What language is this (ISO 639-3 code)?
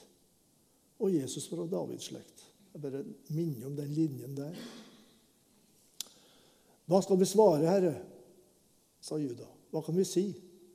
nor